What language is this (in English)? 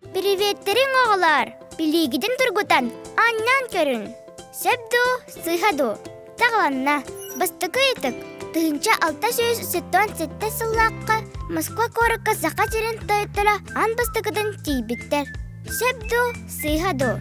Yakut